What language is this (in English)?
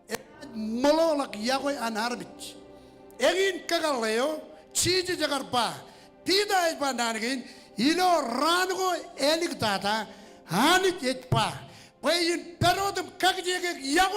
Marshallese